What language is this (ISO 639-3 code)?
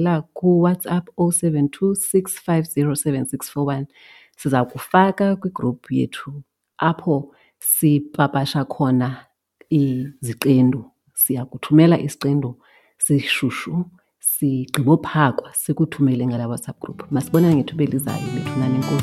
xho